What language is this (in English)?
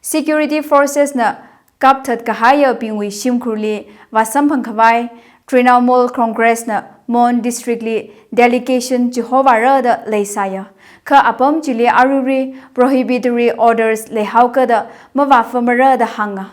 Tangkhul Naga (India)